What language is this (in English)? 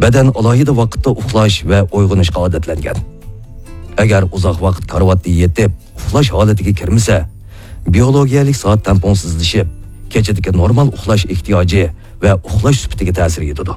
Uyghur